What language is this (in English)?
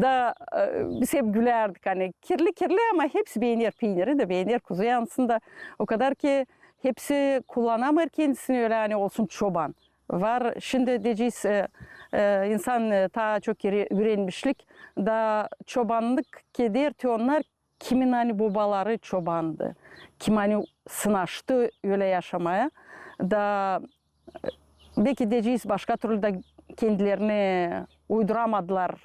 Gagauz